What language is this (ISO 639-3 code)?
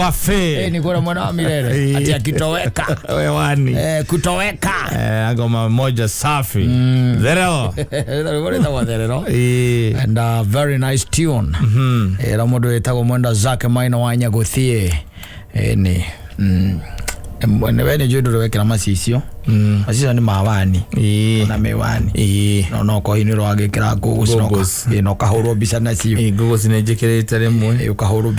kik